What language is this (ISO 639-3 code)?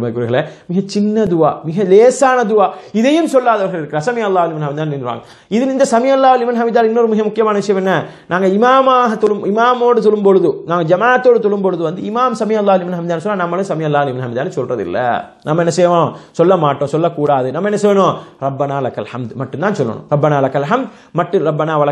tam